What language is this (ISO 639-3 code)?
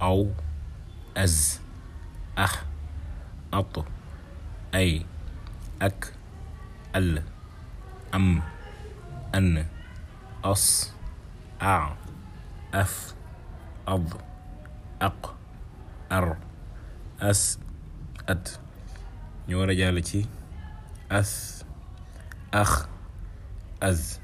wol